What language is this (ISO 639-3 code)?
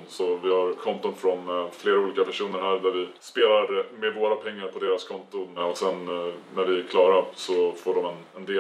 swe